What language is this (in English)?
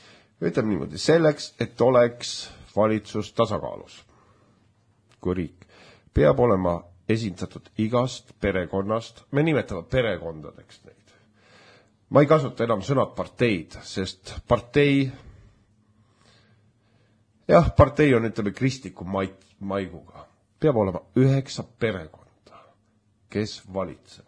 Estonian